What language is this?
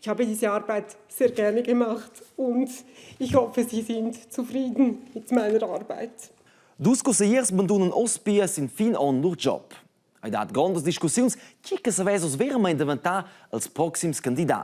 Romansh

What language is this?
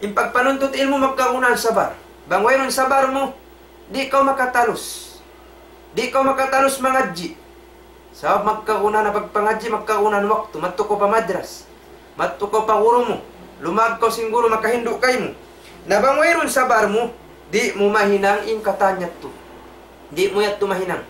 Tausug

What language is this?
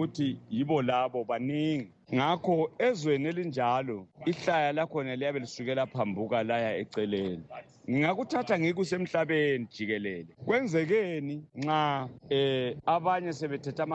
North Ndebele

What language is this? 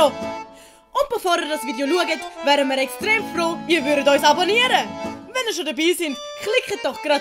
Swiss German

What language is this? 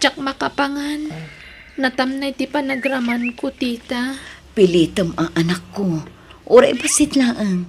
Iloko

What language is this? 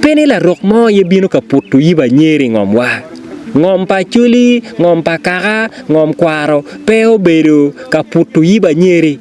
Acoli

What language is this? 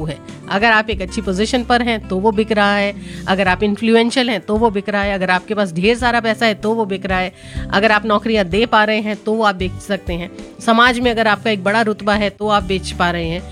Hindi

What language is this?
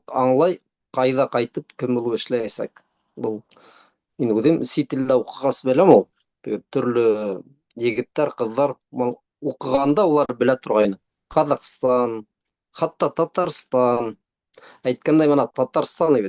Bashkir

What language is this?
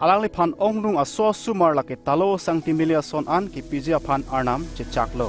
Karbi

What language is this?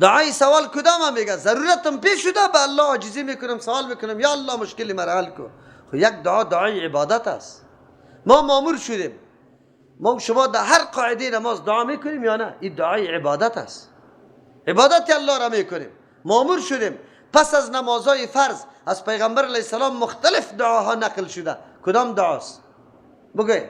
Persian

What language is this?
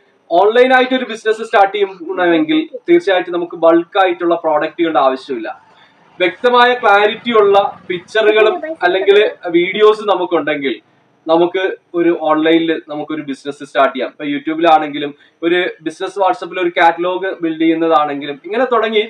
Malayalam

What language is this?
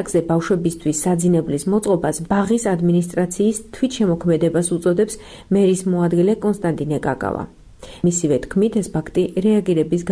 Georgian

